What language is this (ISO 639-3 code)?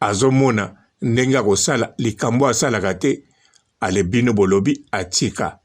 lin